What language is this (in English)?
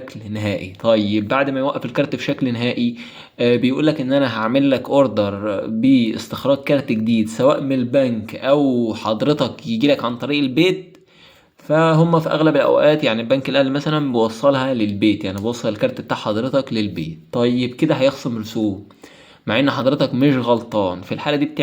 Egyptian Arabic